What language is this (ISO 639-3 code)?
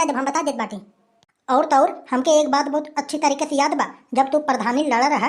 awa